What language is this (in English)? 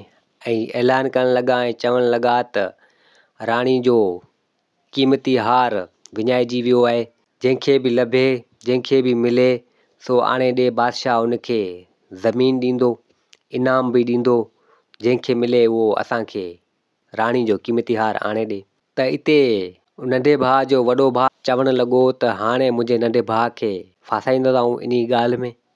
Sindhi